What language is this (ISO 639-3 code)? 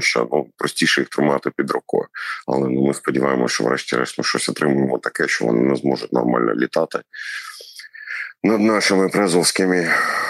ukr